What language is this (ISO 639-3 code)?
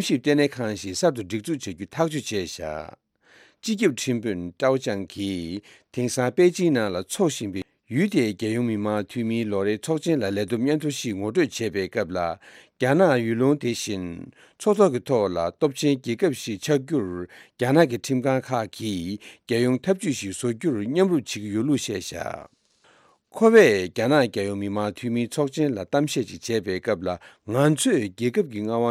bod